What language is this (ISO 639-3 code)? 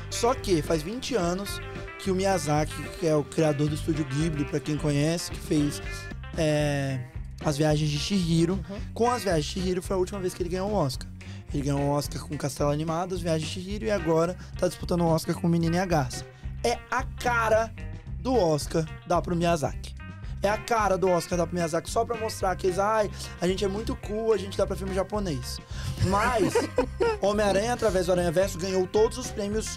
por